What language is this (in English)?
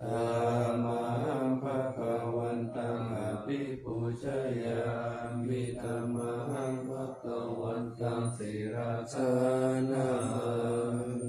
Pali